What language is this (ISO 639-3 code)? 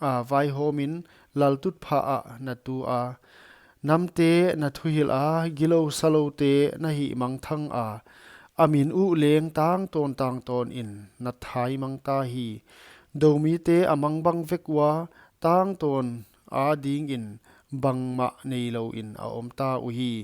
pck